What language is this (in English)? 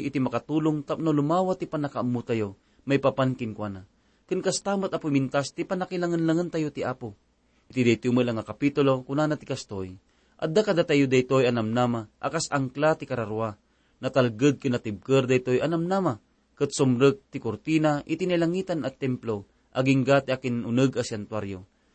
Iloko